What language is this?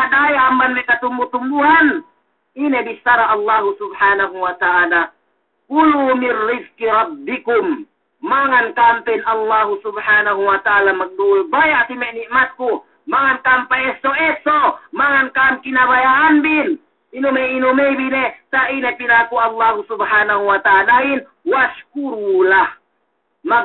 Yakan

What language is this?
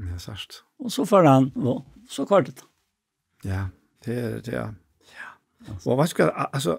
Faroese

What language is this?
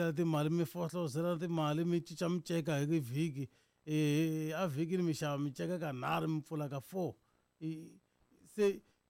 Tsonga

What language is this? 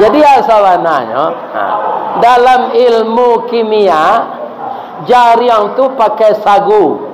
Minangkabau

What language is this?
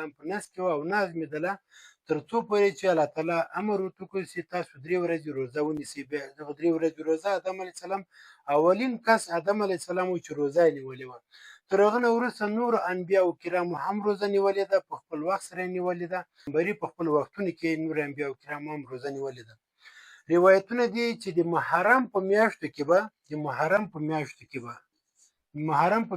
Pashto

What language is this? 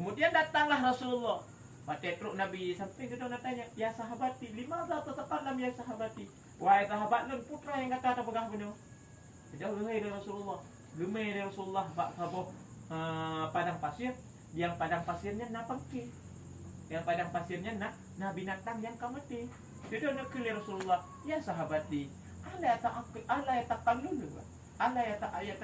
Achinese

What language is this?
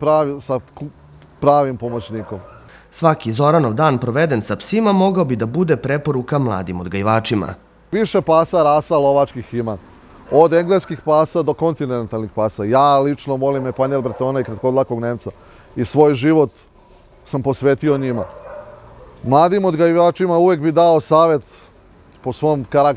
Serbian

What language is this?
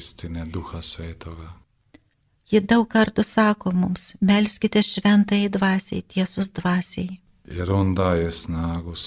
Lithuanian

